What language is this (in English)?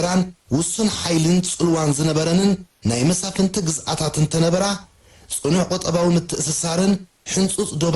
Tigrinya